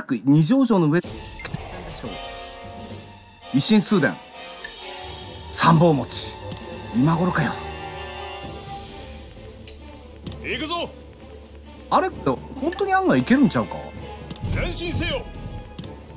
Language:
Japanese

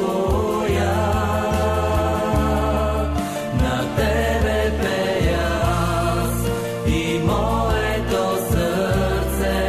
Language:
Bulgarian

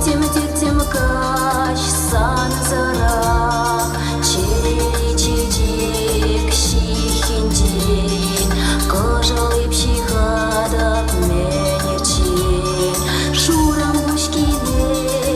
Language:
Chuvash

